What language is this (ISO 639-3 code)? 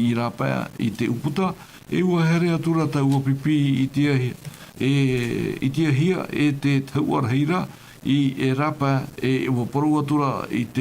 tah